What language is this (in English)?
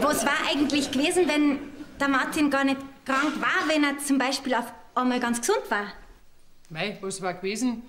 Bavarian